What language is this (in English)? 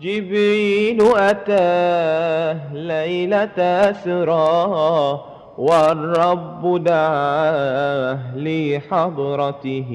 Madurese